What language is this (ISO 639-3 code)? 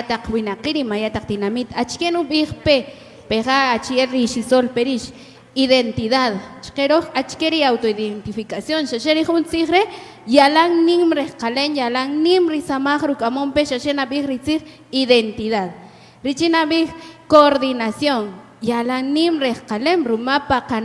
cak